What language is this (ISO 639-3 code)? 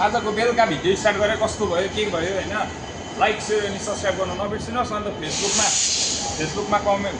nep